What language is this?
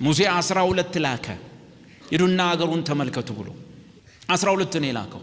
Amharic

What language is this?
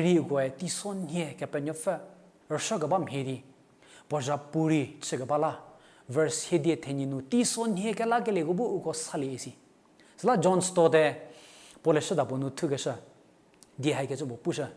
Angami Naga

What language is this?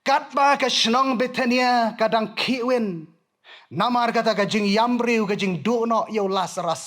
Khasi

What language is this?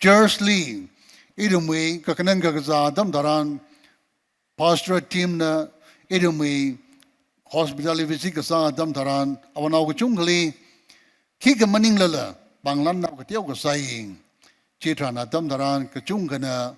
Tangkhul Naga (India)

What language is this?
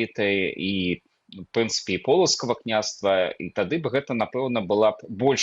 Belarusian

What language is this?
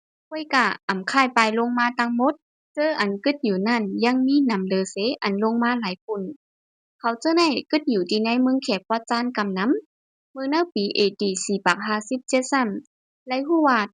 Shan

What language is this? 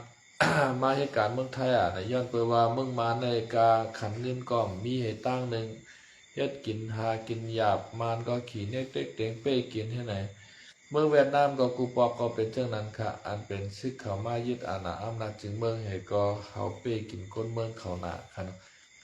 Shan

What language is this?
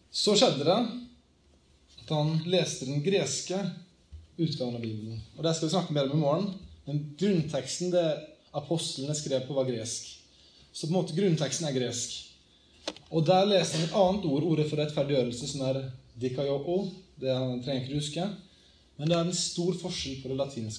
Norwegian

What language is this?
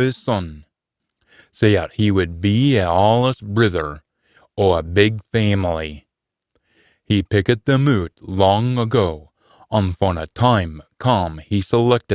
Scots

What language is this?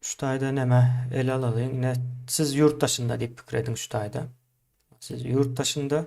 Turkmen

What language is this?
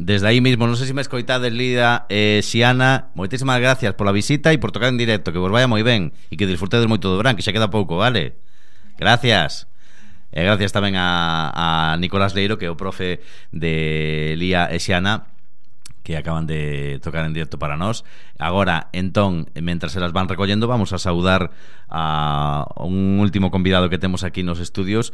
Galician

